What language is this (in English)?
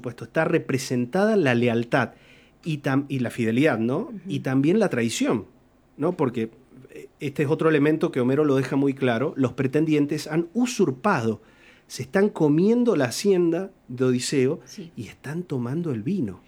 Spanish